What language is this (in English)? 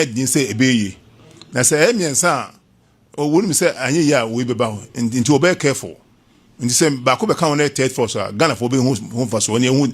Akan